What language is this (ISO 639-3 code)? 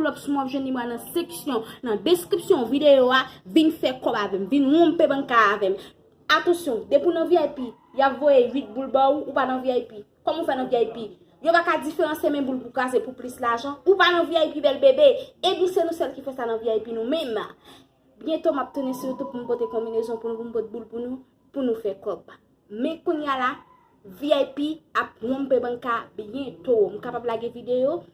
hat